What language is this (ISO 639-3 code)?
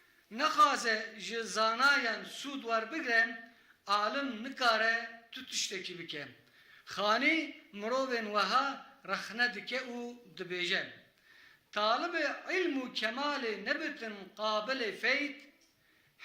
kur